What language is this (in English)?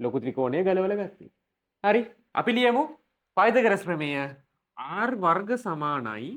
Sinhala